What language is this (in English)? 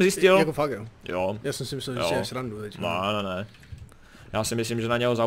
Czech